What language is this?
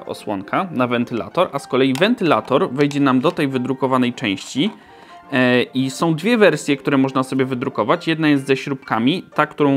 Polish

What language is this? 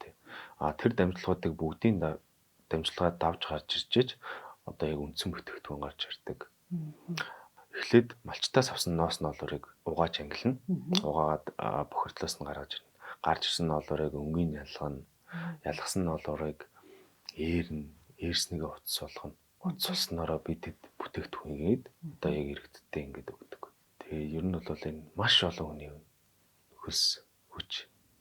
Mongolian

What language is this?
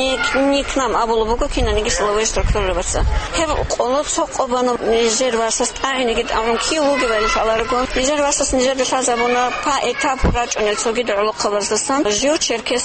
Avaric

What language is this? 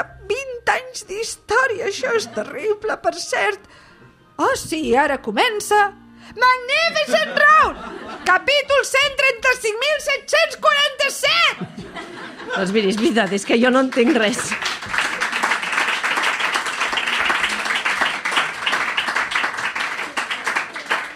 Catalan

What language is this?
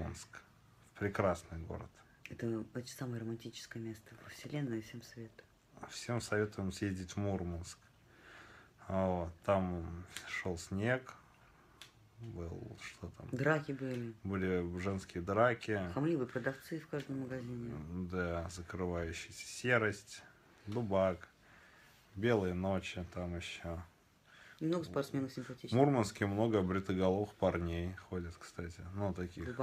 Russian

